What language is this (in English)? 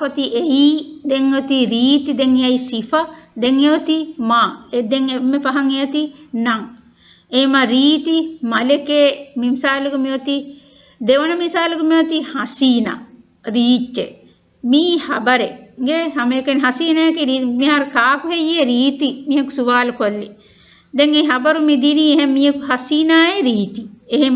Divehi